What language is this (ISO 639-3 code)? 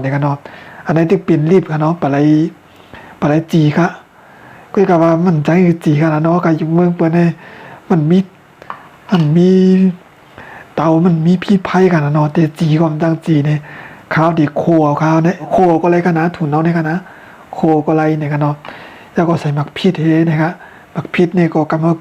shn